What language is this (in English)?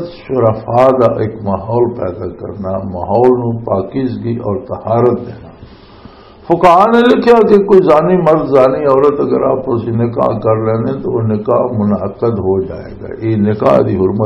Western Panjabi